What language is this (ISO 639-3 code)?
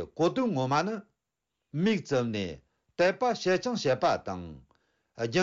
bod